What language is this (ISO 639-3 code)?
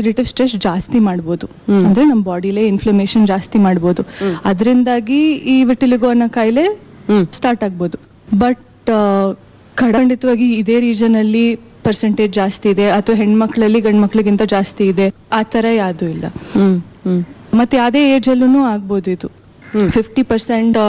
kan